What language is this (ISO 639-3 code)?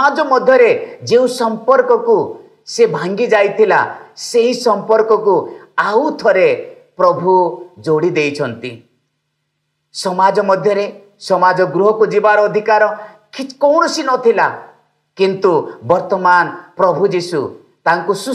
ori